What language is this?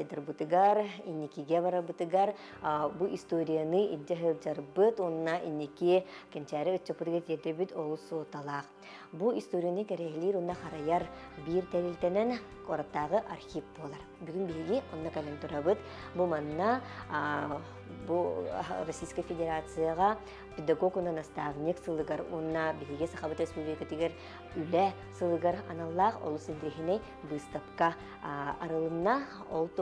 Yakut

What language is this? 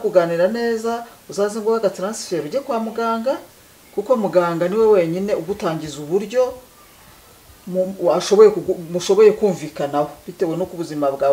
Kinyarwanda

